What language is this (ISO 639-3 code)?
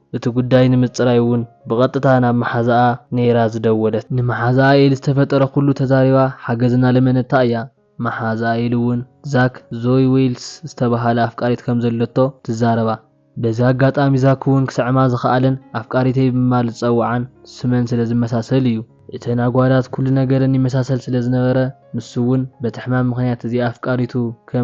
tir